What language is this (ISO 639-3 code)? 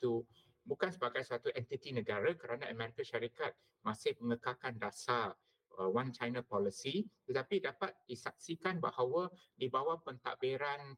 msa